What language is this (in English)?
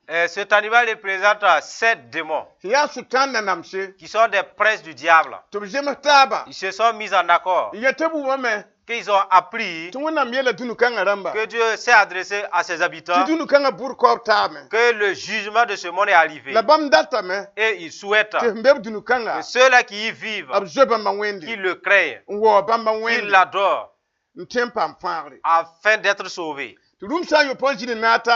Mossi